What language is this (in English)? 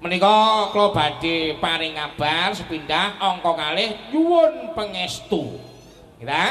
Javanese